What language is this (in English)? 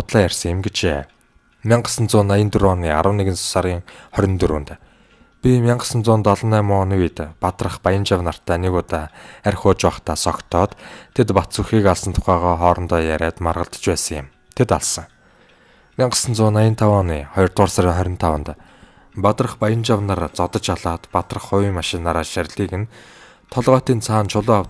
Mongolian